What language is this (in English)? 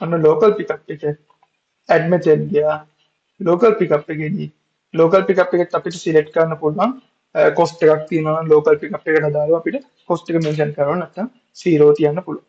Sinhala